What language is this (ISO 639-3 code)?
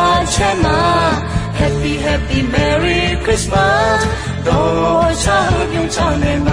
ahk